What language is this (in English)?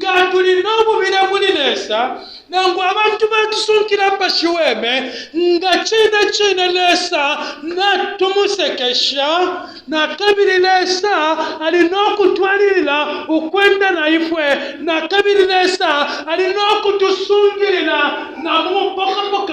Bemba